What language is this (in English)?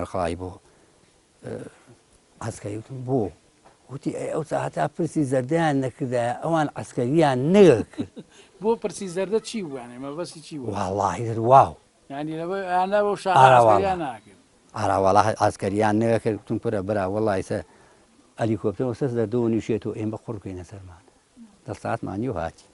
Central Kurdish